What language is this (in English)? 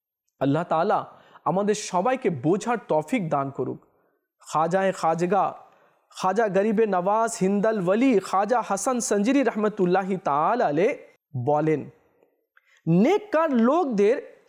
Bangla